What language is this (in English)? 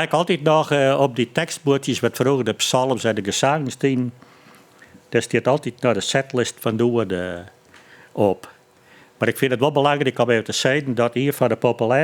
Western Frisian